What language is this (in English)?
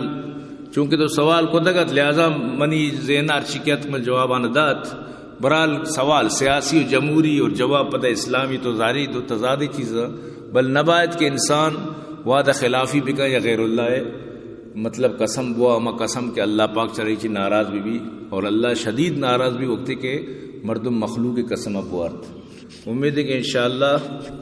Eastern Balochi